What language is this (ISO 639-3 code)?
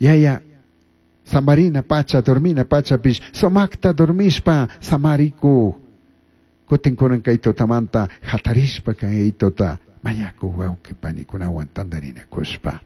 qug